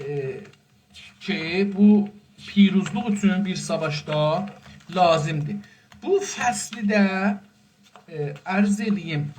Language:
South Azerbaijani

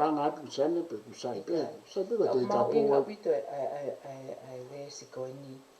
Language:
Tongan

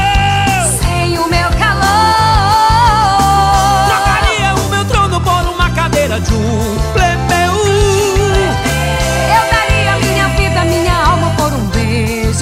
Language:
Portuguese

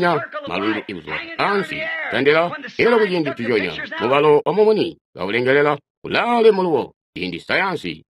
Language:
Tonga (Zambia)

